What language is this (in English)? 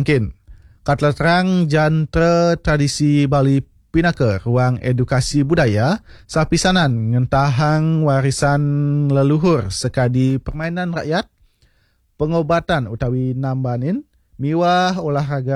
Balinese